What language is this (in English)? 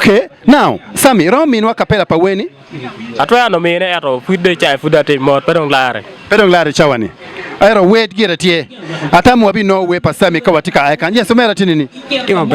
Acoli